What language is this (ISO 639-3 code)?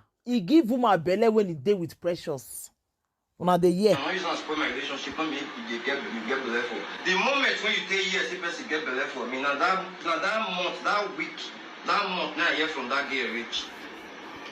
pcm